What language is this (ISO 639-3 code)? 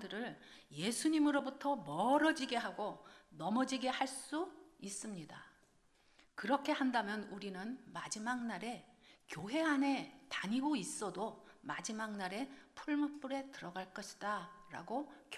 kor